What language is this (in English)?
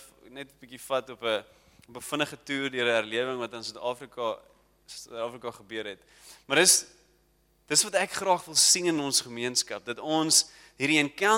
Afrikaans